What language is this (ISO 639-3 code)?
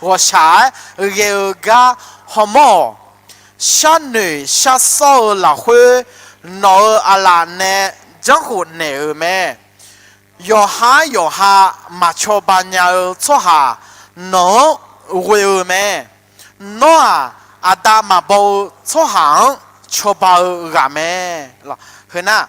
ahk